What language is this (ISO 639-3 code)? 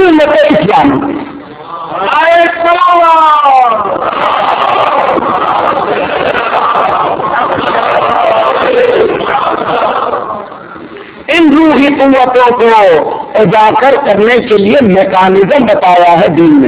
urd